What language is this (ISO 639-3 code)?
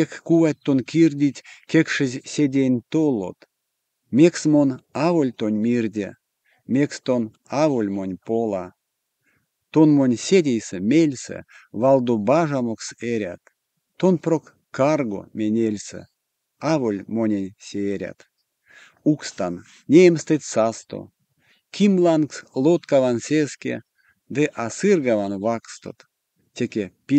myv